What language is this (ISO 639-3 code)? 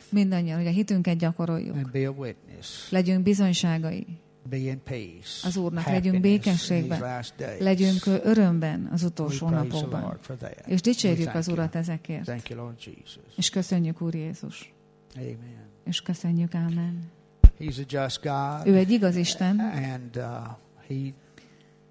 hun